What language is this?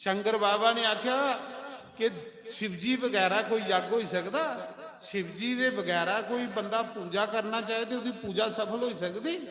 Dogri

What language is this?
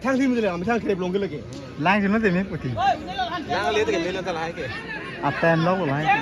Karbi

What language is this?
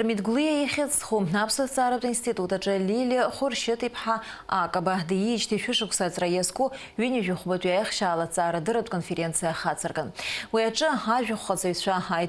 Abkhazian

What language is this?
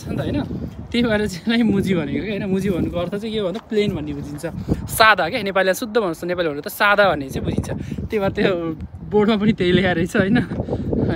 Nepali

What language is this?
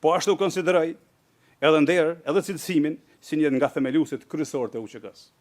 Albanian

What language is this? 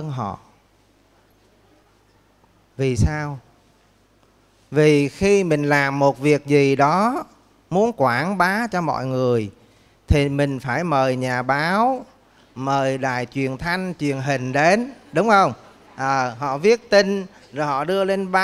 Vietnamese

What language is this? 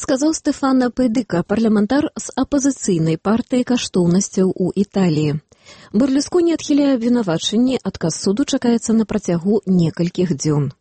Belarusian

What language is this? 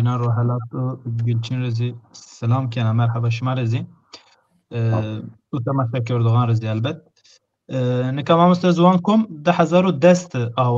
Zaza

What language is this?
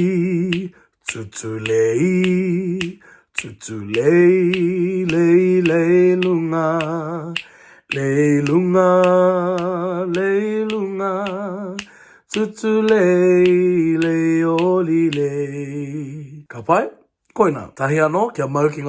Māori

